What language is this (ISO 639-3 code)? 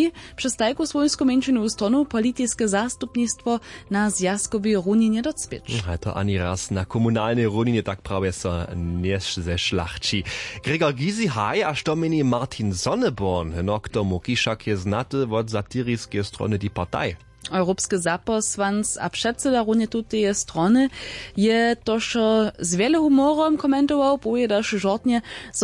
hsb